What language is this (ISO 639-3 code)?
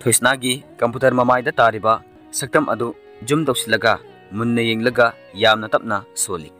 mni